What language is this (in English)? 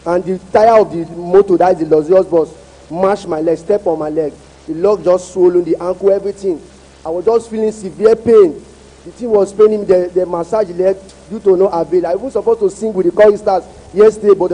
Ewe